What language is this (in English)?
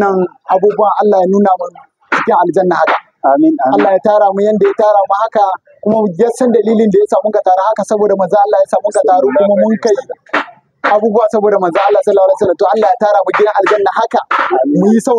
Hausa